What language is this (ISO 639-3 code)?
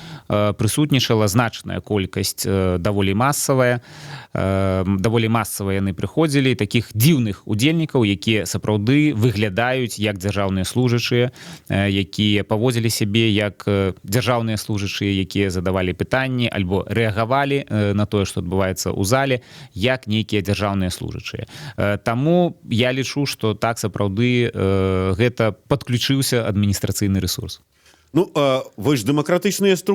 bel